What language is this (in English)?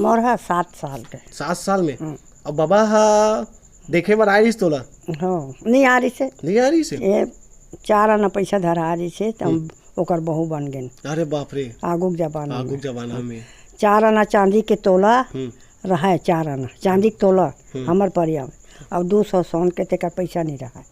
Chhattisgarhi